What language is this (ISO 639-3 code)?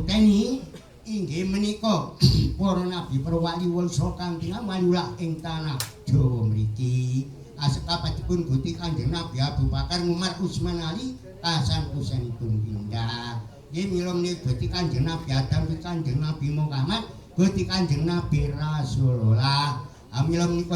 jav